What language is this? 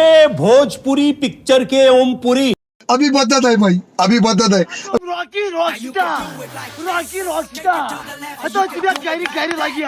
Kashmiri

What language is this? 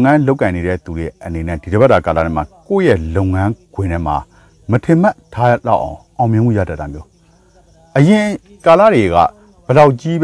Burmese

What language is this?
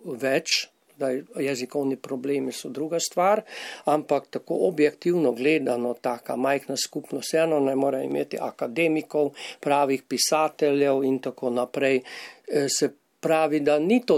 Slovenian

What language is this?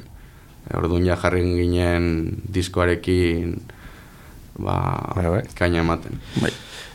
Basque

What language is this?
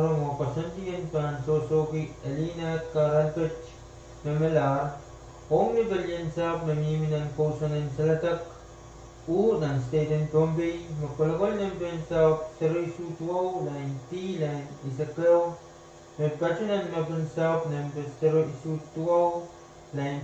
Pohnpeian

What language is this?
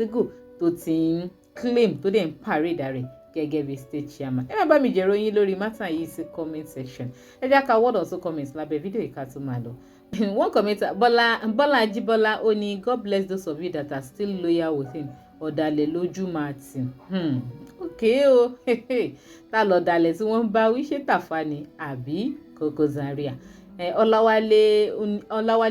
Yoruba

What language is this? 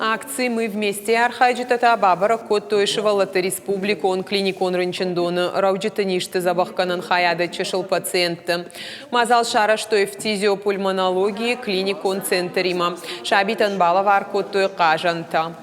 Ossetic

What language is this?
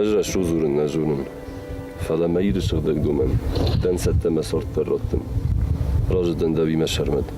Ossetic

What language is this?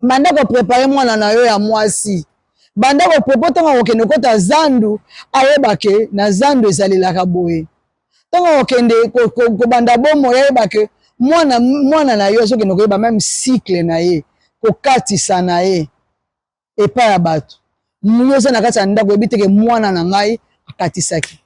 Lingala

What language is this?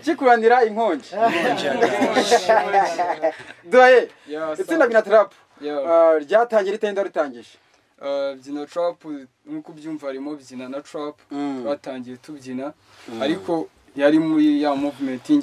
Kinyarwanda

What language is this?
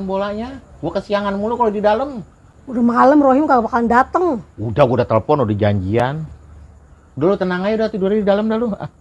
Betawi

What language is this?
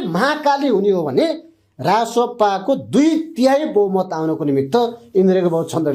Nepali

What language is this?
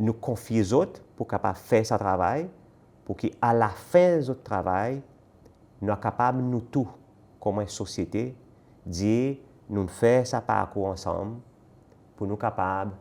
Seselwa Creole French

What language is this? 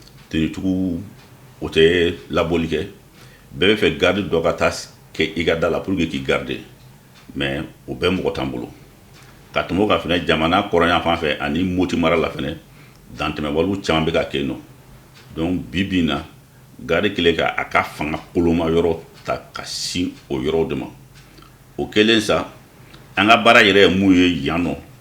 Bambara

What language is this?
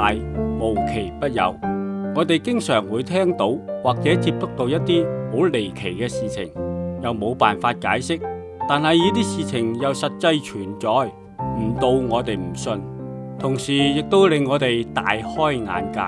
Cantonese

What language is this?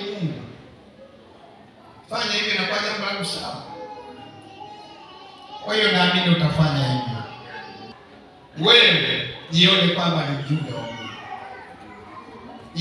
Swahili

